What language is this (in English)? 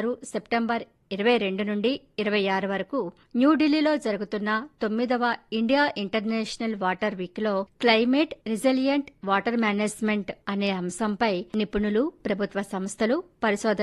Telugu